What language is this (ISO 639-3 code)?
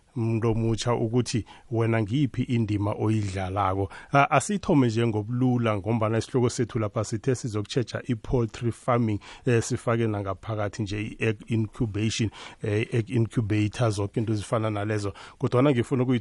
nbl